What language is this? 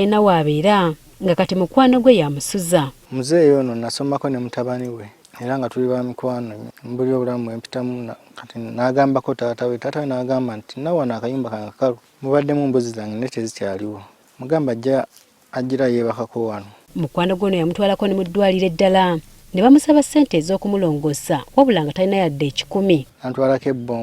Ganda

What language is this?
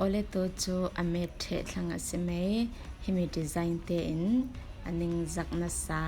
Falam Chin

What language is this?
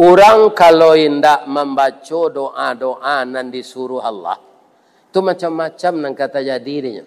Minangkabau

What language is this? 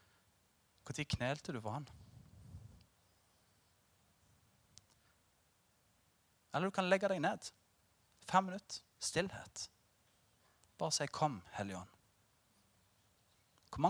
Norwegian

